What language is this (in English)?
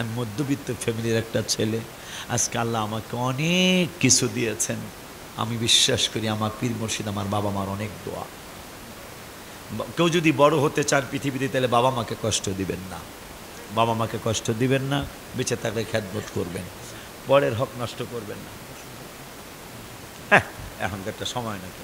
Bangla